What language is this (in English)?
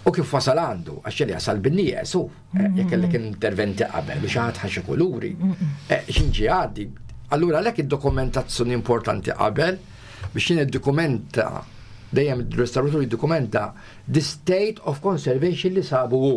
Maltese